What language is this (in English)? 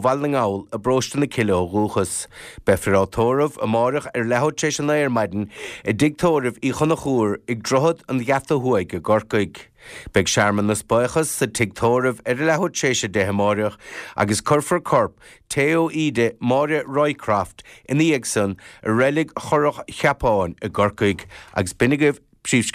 Irish